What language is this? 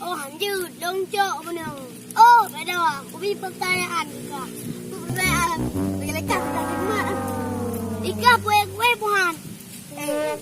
Achinese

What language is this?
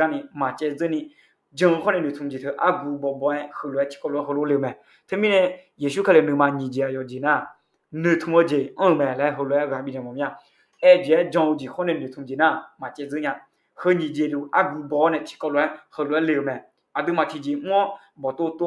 Akha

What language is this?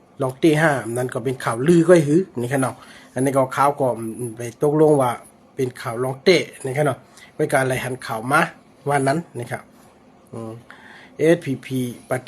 Shan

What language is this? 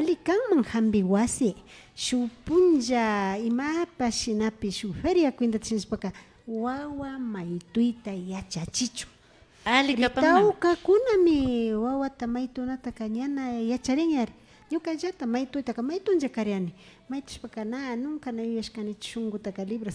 Imbabura Highland Quichua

